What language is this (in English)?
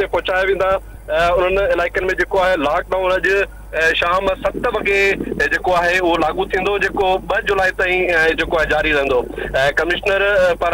Sindhi